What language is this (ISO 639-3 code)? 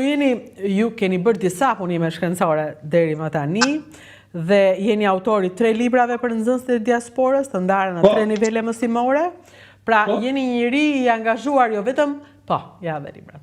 sqi